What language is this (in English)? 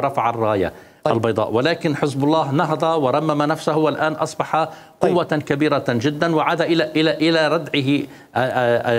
Mesopotamian Arabic